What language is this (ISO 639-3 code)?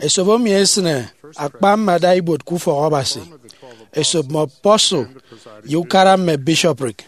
efi